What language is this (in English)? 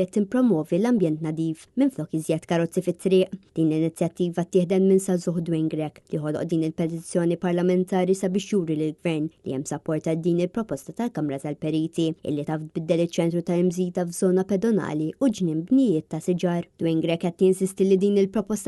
Maltese